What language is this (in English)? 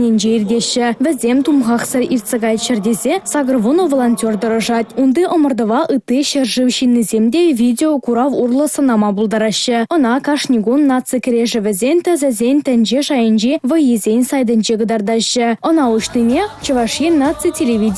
Chuvash